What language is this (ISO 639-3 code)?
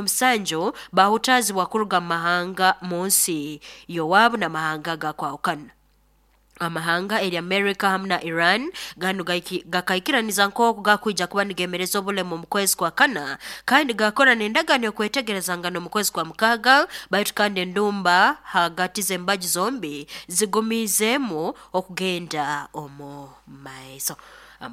nyo